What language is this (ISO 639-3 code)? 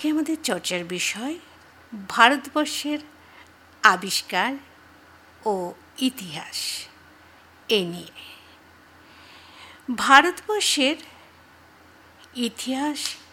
ben